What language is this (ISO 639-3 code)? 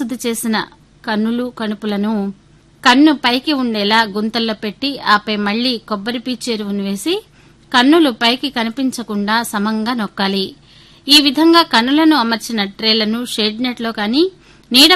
tel